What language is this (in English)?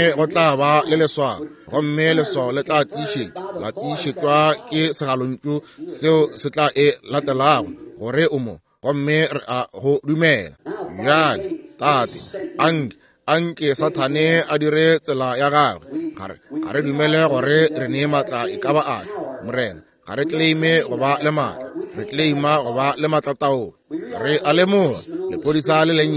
Northern Sotho